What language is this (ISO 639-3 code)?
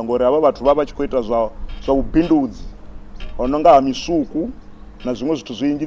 ven